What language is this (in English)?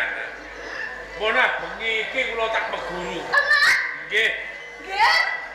Javanese